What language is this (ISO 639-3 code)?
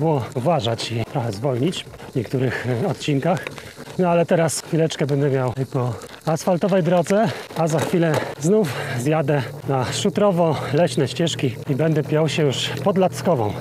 pol